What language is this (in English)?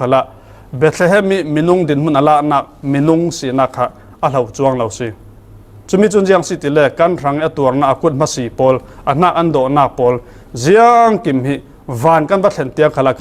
Falam Chin